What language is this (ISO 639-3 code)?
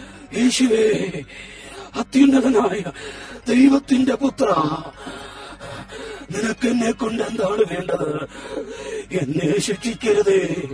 mal